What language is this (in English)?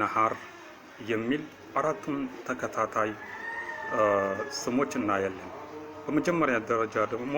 Amharic